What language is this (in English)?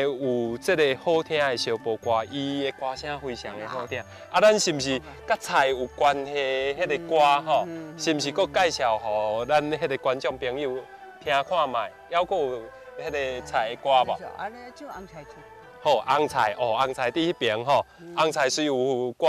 Min Nan Chinese